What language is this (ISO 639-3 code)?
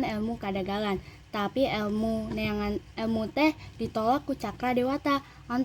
sun